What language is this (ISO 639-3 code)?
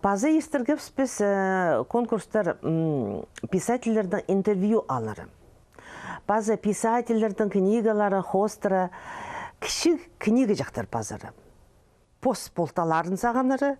kjh